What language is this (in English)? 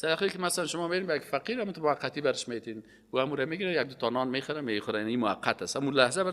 Persian